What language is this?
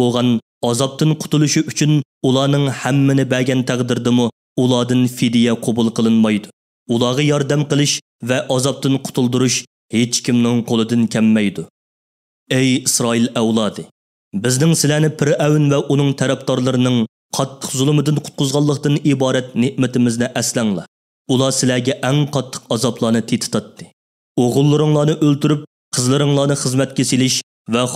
Uyghur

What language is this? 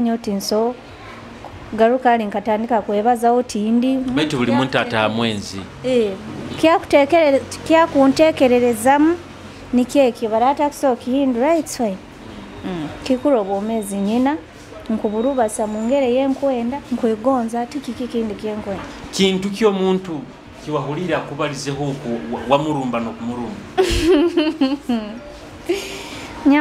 Nyoro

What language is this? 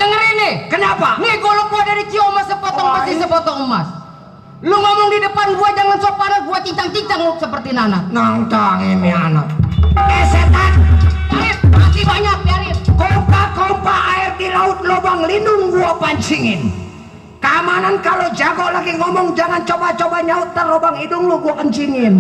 Betawi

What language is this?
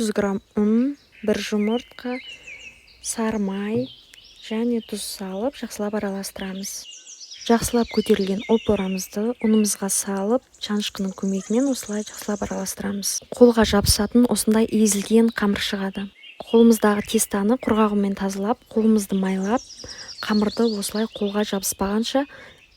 Kazakh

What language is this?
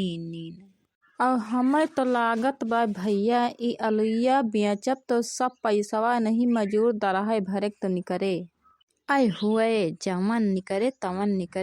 Awadhi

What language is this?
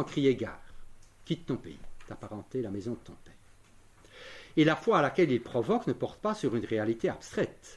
French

